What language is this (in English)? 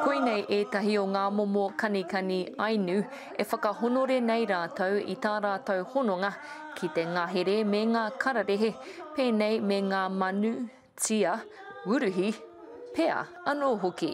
Māori